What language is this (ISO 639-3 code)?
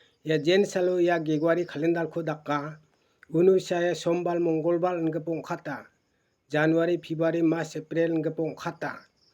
grt